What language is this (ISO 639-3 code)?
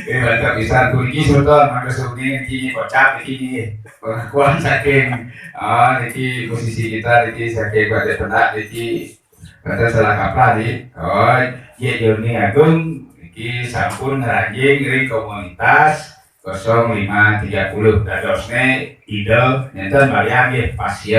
ban